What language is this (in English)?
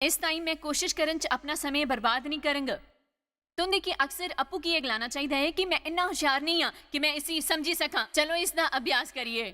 Dogri